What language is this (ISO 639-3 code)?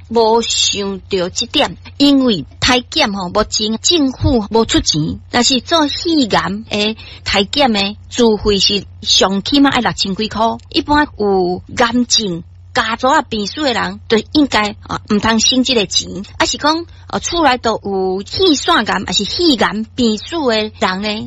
nan